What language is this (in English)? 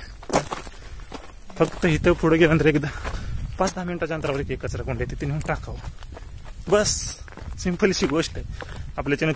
Marathi